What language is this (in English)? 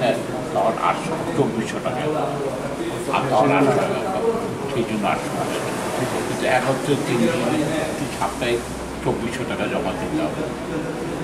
Bangla